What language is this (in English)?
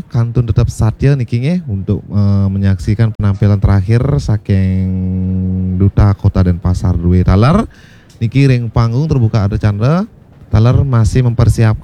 Balinese